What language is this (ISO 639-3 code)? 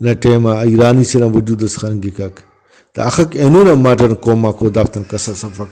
brh